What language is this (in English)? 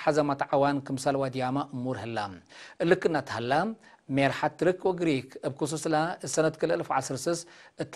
Tigre